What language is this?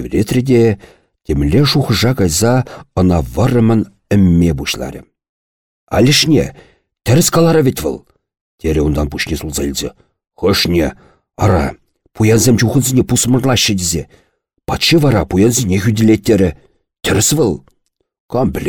Chuvash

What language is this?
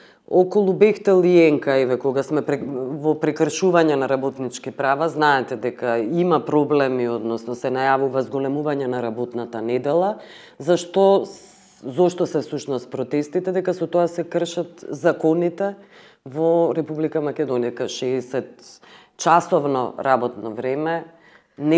Macedonian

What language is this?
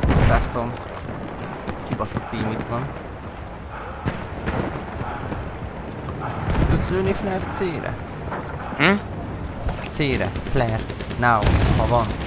Hungarian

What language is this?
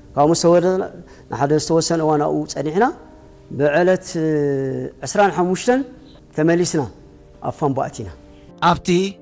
Tigrinya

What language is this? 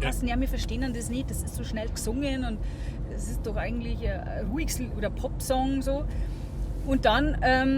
Bavarian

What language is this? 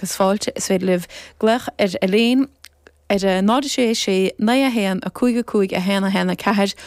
Irish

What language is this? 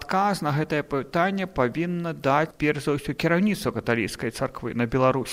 Belarusian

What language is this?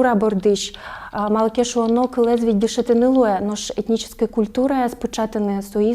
Udmurt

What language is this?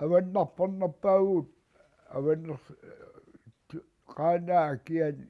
Kalaallisut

